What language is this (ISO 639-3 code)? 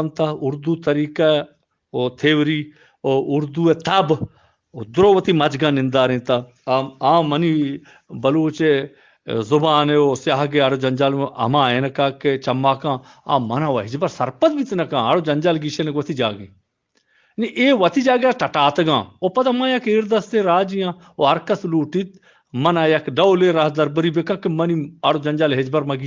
bgp